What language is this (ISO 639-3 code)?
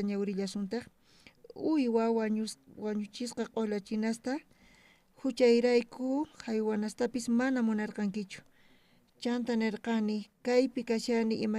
quh